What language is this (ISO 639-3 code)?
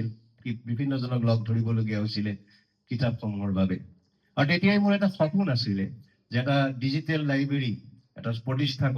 asm